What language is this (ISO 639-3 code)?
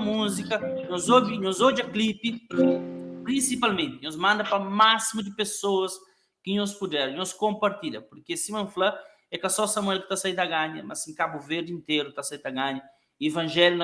kea